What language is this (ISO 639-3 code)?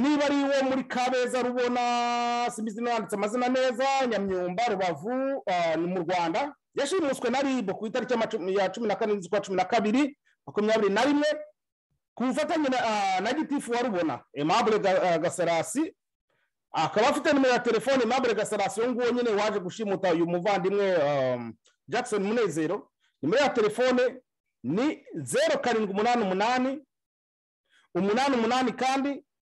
kin